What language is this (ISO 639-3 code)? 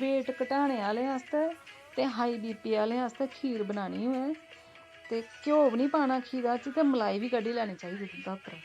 doi